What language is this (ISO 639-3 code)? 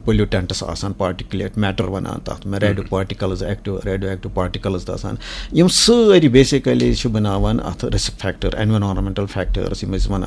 kas